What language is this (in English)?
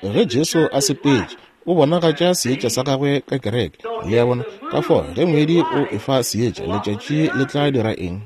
Northern Sotho